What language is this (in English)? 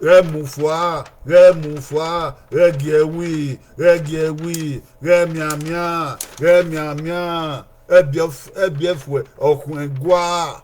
Bini